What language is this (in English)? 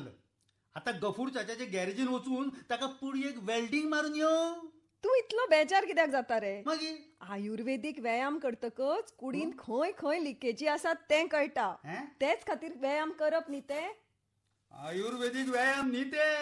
Konkani